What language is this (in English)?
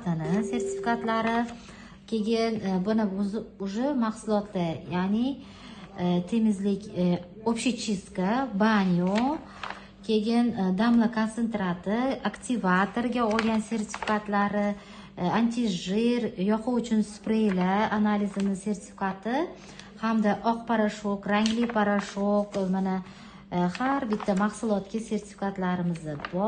Uzbek